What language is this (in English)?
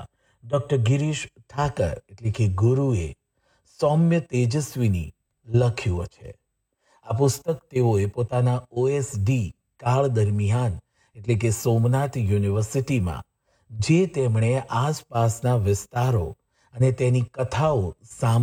Gujarati